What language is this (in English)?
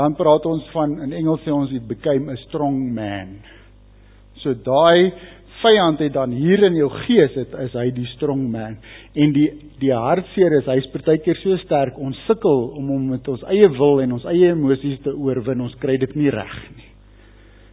Afrikaans